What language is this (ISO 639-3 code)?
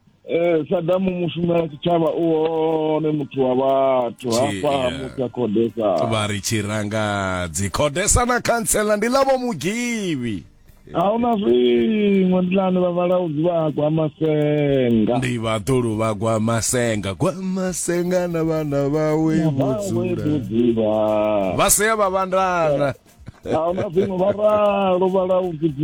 ven